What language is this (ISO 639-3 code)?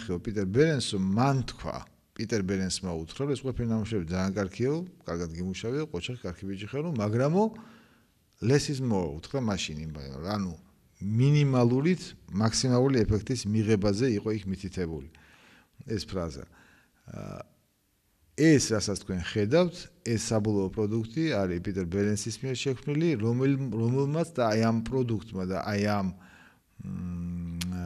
kat